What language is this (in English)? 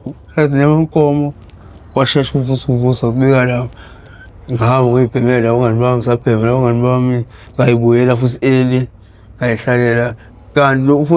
Zulu